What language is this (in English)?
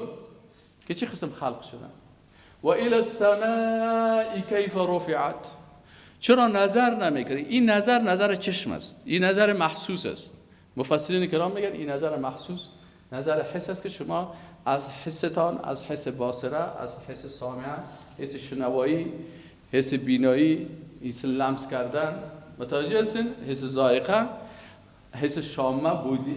Persian